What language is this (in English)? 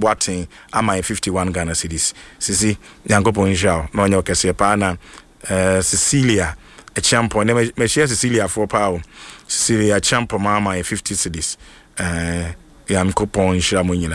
Akan